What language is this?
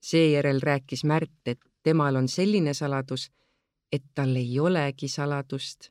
Estonian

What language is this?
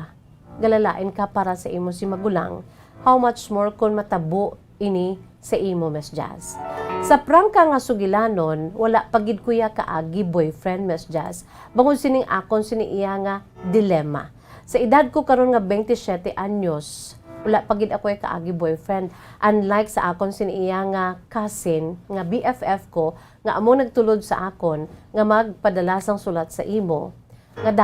Hiligaynon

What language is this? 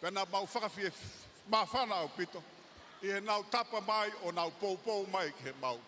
Tongan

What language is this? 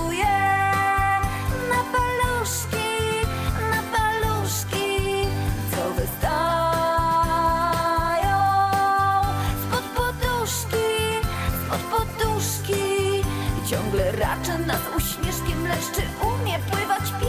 Polish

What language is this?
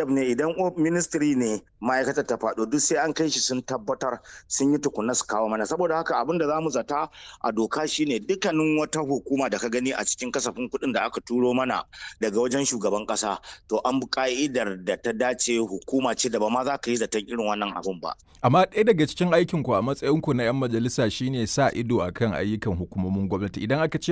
Hausa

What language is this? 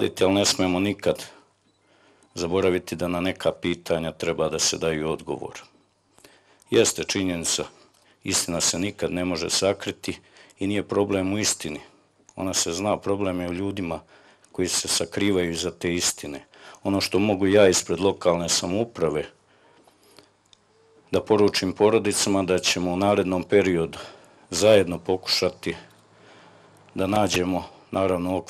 Bosnian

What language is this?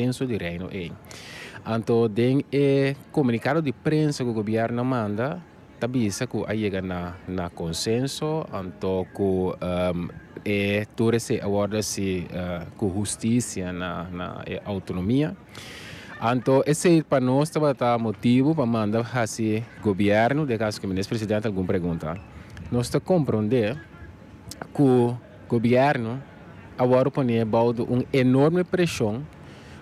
Papiamento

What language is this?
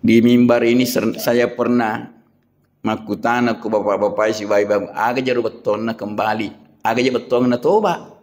Buginese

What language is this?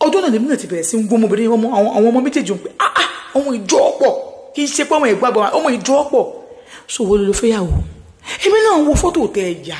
Yoruba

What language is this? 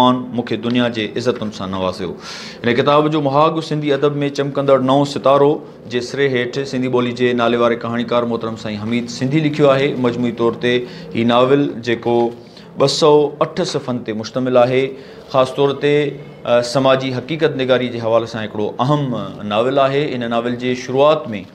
Sindhi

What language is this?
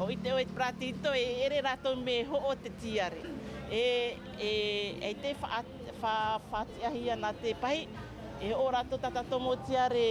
Tahitian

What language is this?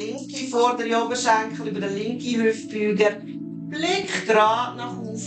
Swiss German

